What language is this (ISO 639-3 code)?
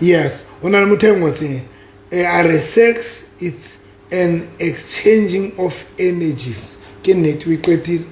sot